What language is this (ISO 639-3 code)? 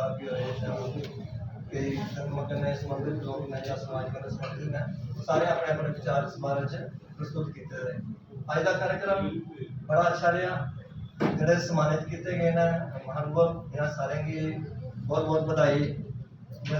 doi